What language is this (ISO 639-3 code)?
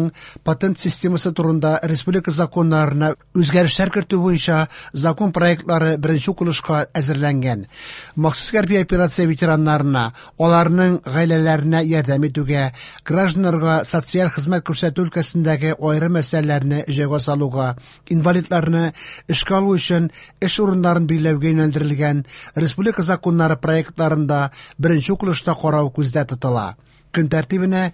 tat